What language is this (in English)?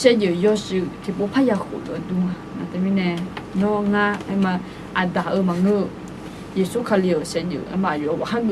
Akha